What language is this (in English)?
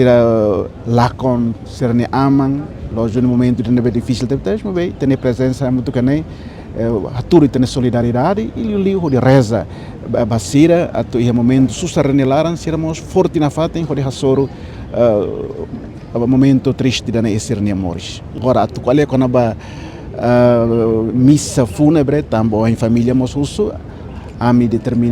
Tetum